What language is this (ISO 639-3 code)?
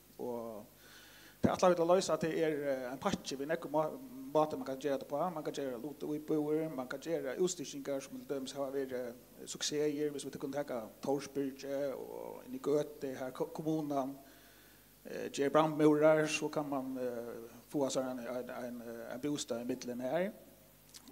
fao